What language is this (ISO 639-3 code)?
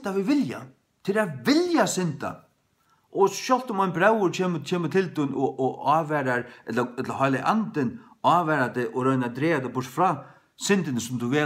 fao